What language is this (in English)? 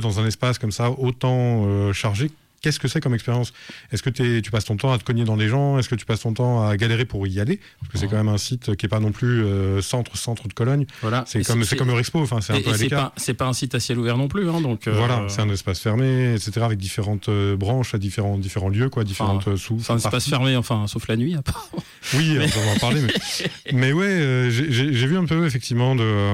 French